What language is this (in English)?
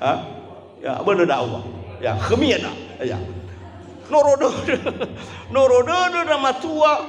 Nias